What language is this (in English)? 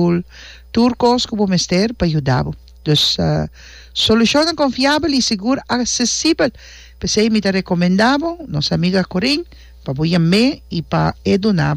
Papiamento